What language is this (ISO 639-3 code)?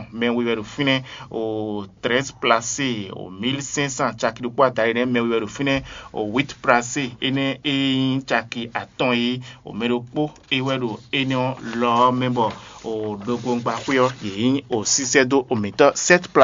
fon